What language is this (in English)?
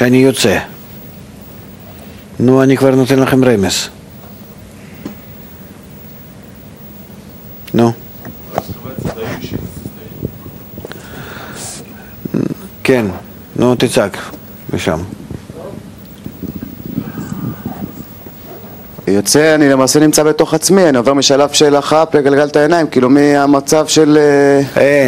Hebrew